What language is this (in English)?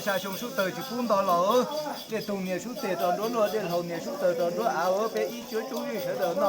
Hmong